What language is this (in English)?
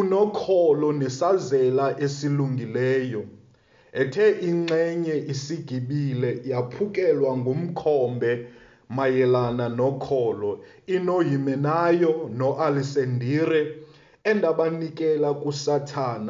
Xhosa